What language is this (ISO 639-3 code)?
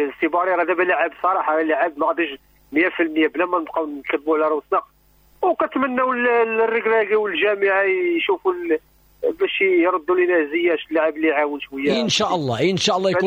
ary